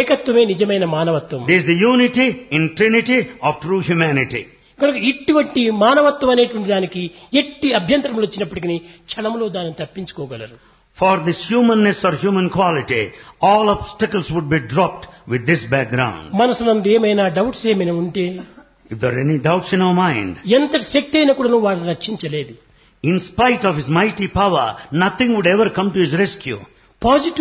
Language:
Telugu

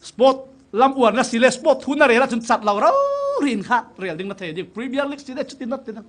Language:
Falam Chin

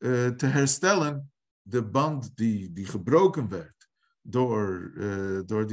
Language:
Dutch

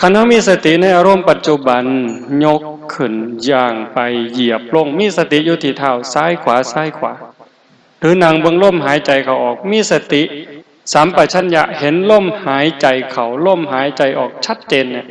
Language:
Northeastern Thai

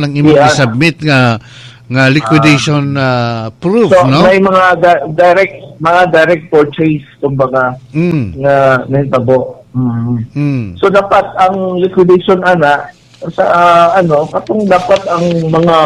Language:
Cebuano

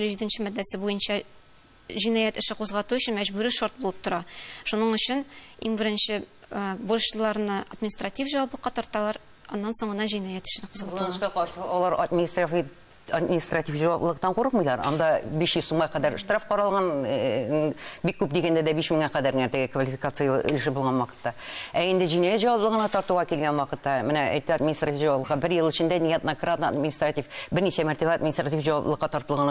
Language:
Tatar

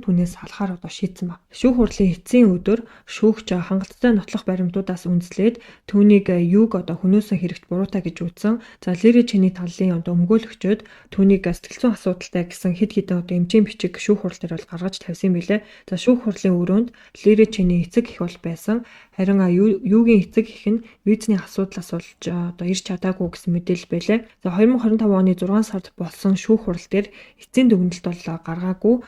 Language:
Mongolian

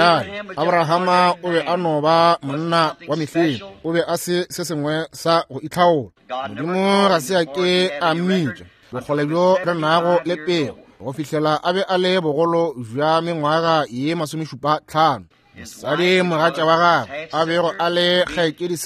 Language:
Northern Sotho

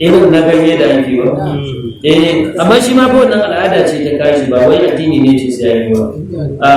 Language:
Hausa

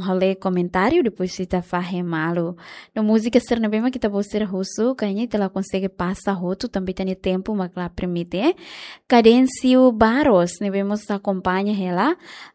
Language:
Tetum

